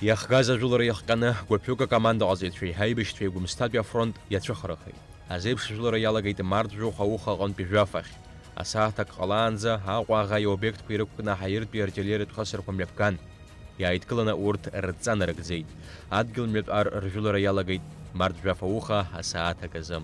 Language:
Abkhazian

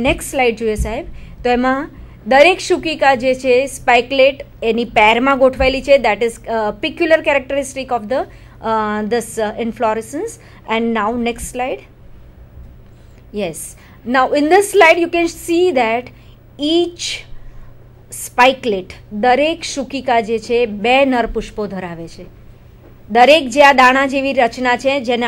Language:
Gujarati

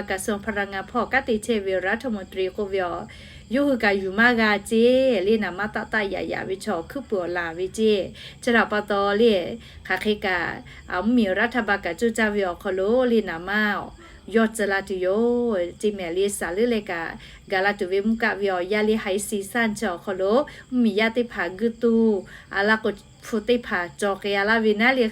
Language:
Lahu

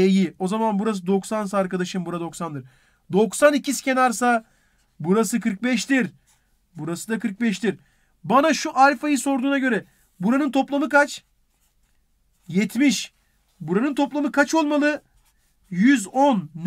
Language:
Turkish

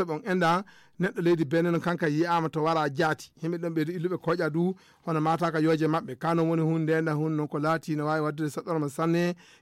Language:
Fula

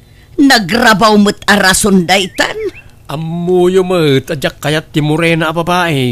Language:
Iloko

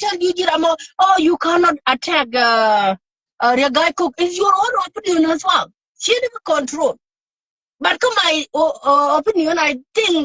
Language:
Nuer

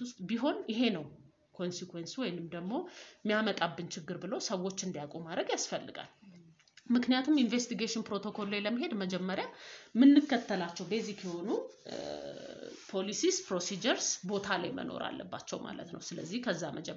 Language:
Amharic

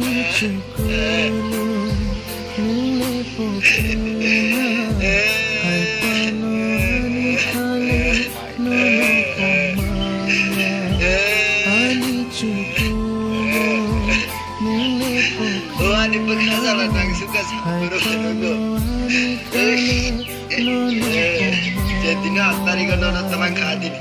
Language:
Kok Borok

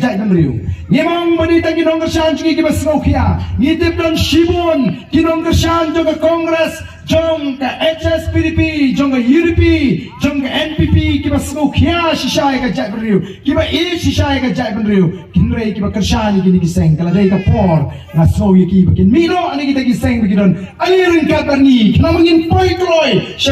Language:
Khasi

